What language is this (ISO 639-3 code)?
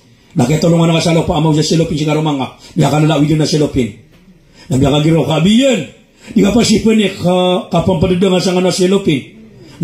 mrw